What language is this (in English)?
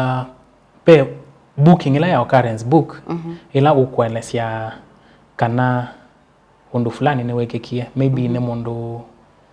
Kamba